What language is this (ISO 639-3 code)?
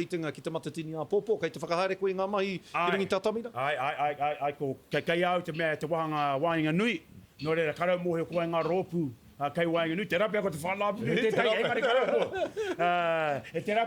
mri